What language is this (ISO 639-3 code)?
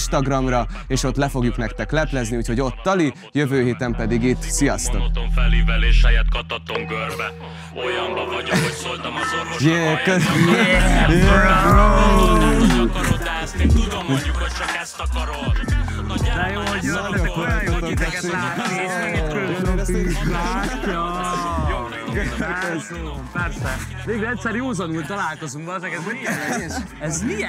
hun